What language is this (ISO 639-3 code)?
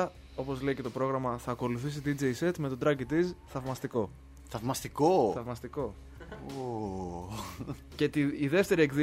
ell